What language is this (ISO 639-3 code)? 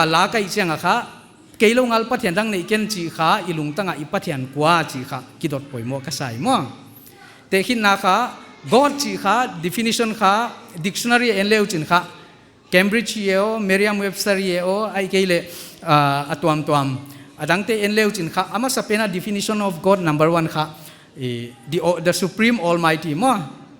pck